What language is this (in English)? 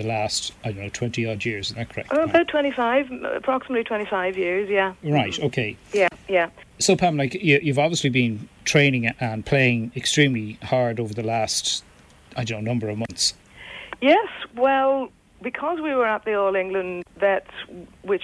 English